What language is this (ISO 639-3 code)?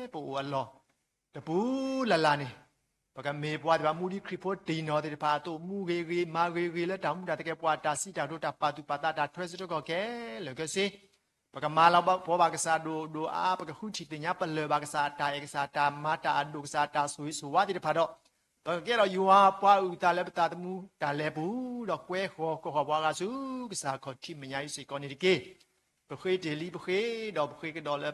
ksw